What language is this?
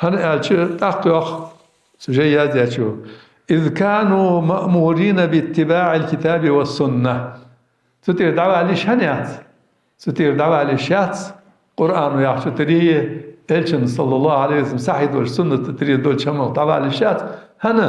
Ingush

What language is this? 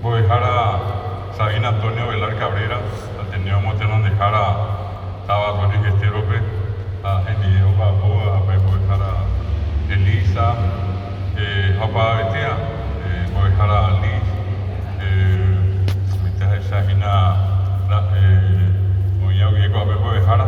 Guarani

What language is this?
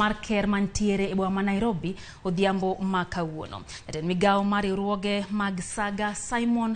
Luo (Kenya and Tanzania)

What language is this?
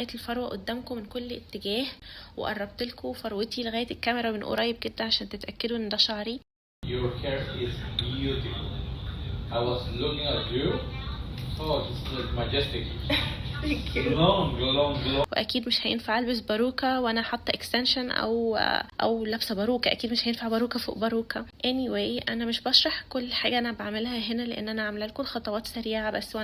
Egyptian Arabic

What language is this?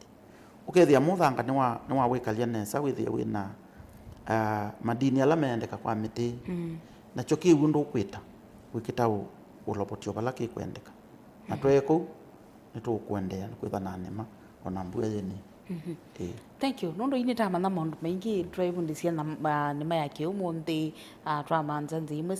Kamba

